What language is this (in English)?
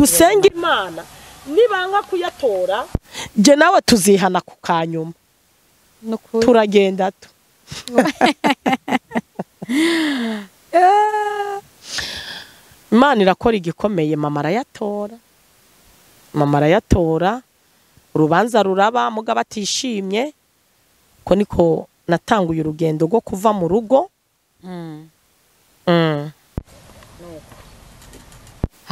Rundi